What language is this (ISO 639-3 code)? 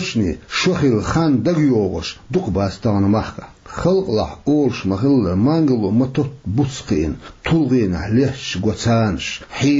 che